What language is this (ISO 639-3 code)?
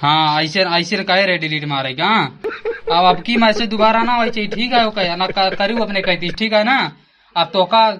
awa